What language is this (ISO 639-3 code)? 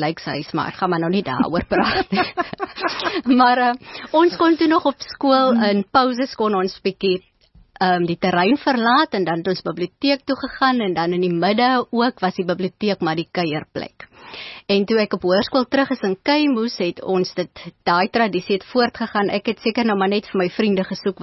afr